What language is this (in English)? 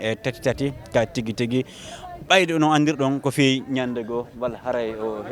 Fula